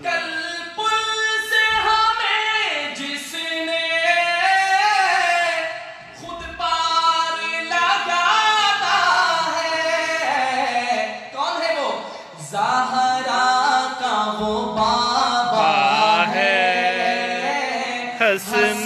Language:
Urdu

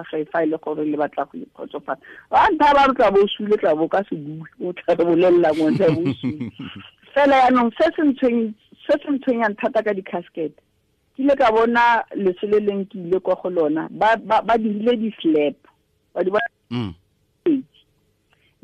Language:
Tswana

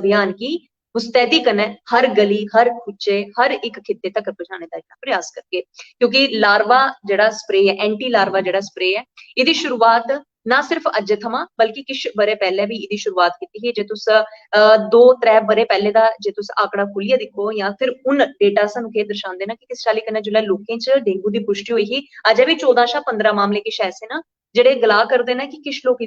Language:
Dogri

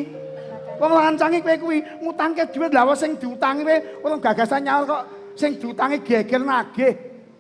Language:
Javanese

